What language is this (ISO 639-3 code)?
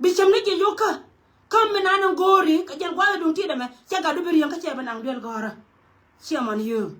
nus